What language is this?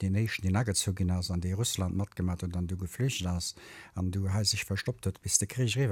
Luxembourgish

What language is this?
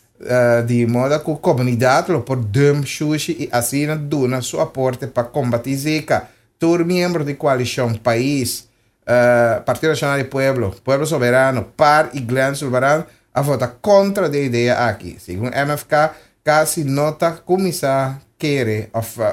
Papiamento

